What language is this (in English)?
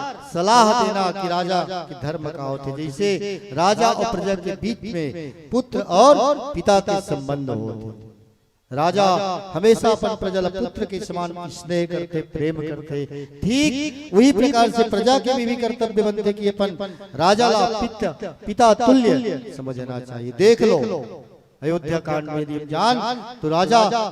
Chhattisgarhi